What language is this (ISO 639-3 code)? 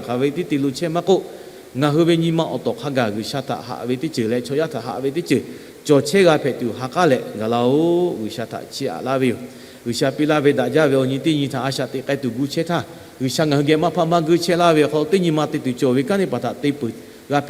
lhu